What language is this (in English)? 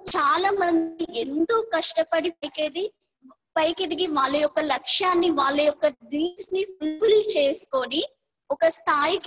Telugu